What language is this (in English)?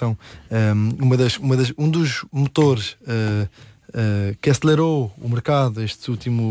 Portuguese